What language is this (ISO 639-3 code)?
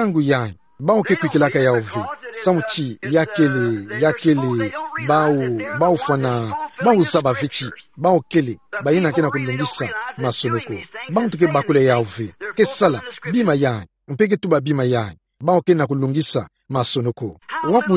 ktu